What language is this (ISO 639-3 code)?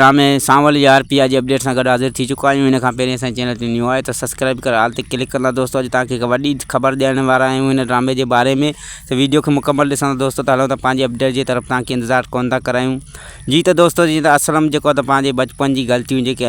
snd